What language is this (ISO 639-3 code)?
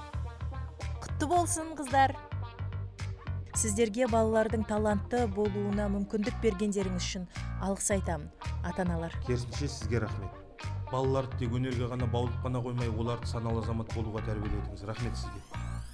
kaz